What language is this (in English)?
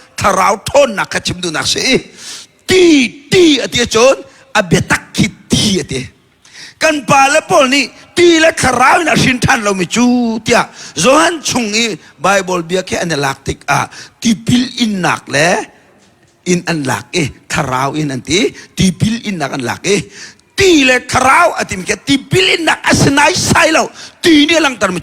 Hakha Chin